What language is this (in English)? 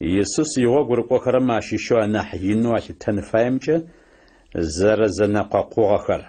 Adyghe